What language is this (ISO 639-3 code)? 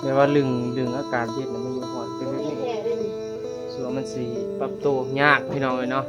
tts